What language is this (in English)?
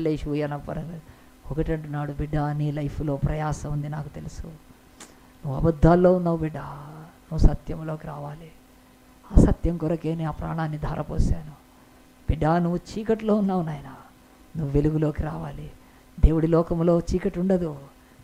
Telugu